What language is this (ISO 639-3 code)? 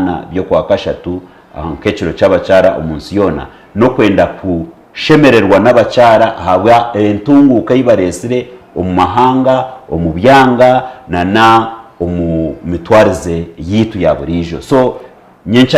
nyn